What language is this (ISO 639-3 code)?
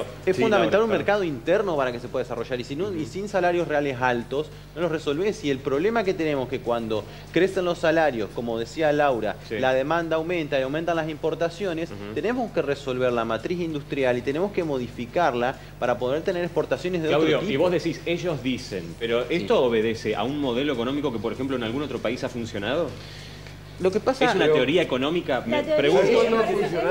spa